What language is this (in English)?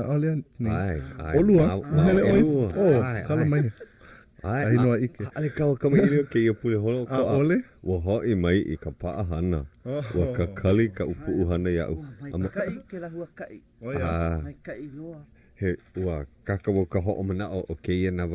Hawaiian